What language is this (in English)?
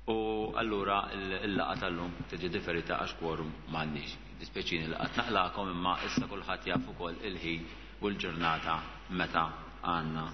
Maltese